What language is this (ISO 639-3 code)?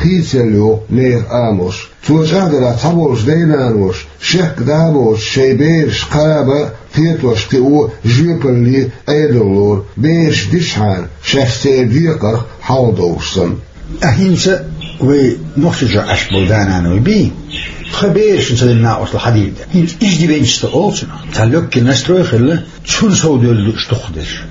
che